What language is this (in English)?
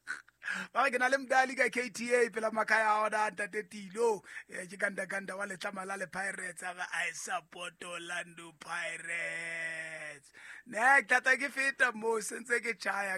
Southern Sotho